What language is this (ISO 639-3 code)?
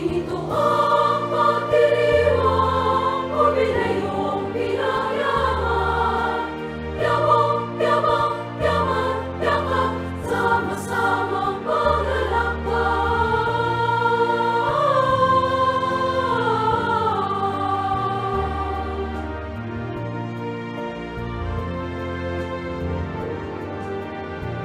fil